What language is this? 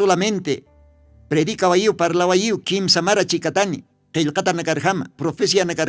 Aymara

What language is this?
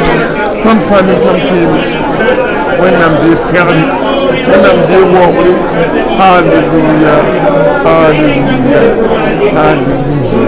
Mossi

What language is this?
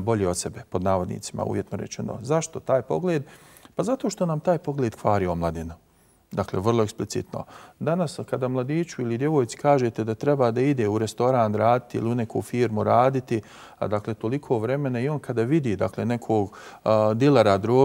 Bosnian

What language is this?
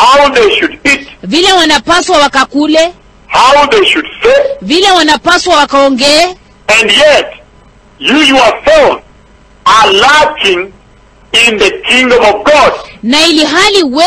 Swahili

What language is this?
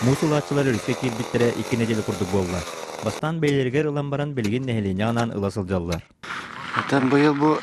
Yakut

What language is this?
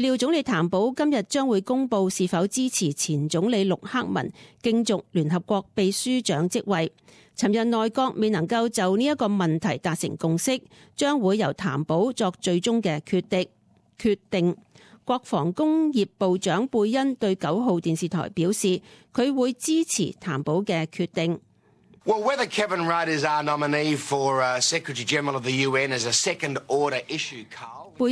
Cantonese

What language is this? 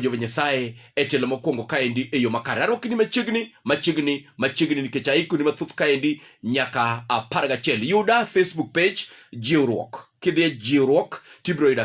Luo (Kenya and Tanzania)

